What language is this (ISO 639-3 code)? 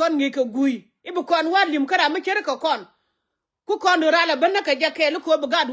nus